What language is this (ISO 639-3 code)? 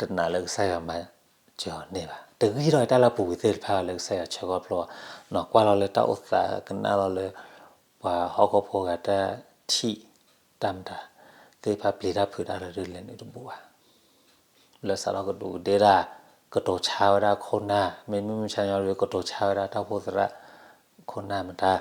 ksw